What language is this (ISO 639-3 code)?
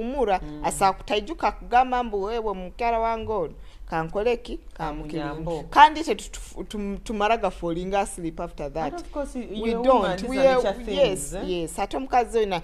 nyo